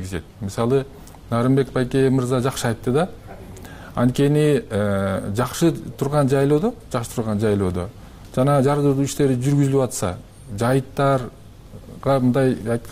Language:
Kyrgyz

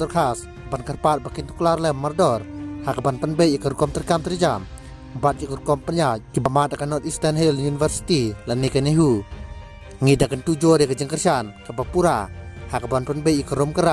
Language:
Khasi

